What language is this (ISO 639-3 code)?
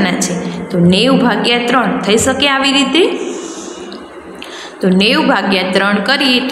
guj